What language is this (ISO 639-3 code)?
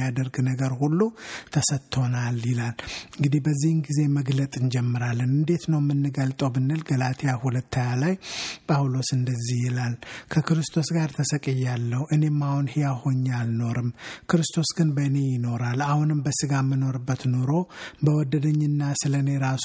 amh